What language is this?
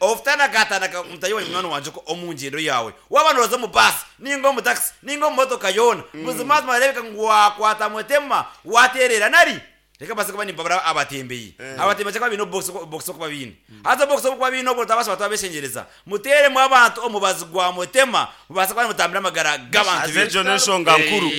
Nyankole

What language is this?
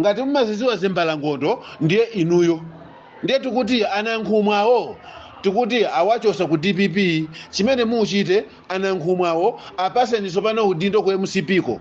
Nyanja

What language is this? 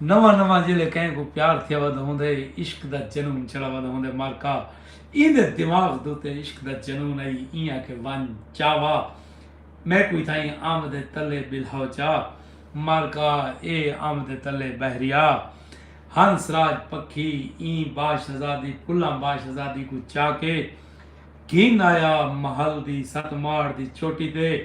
Saraiki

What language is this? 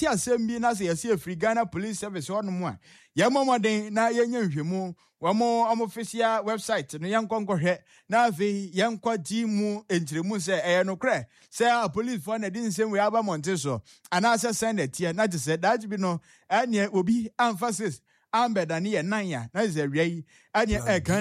Akan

